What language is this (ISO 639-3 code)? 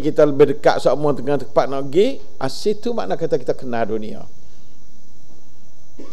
msa